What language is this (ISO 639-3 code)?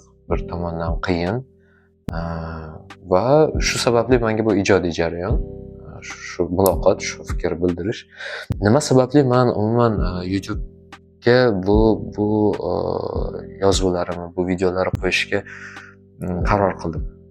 uzb